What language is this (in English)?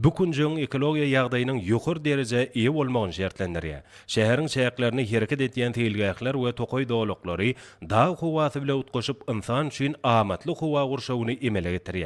Turkmen